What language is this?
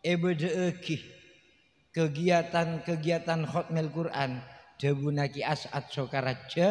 Madurese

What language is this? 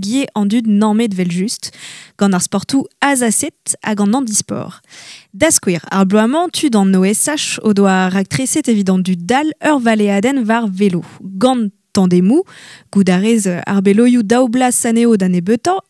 Breton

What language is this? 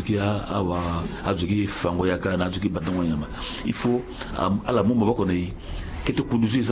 Sango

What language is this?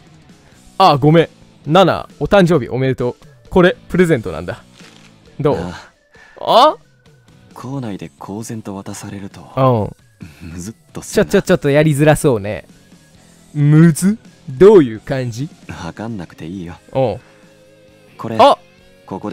Japanese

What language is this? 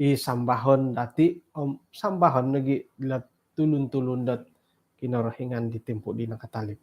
Central Dusun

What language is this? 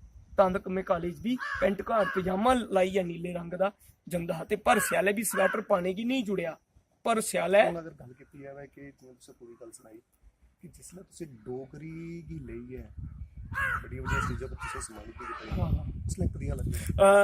Dogri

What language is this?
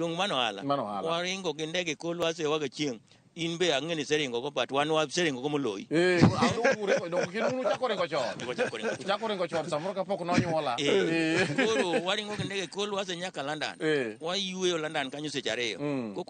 Luo (Kenya and Tanzania)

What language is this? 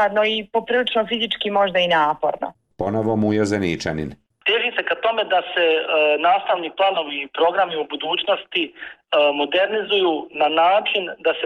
Bosnian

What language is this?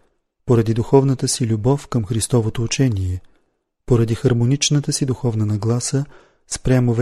Bulgarian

